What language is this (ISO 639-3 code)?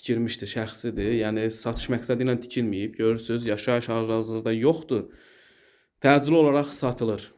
aze